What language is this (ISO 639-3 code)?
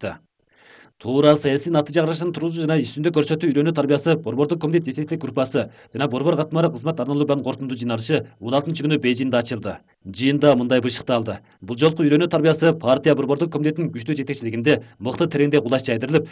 kir